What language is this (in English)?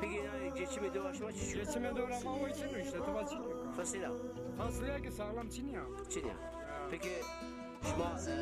Zaza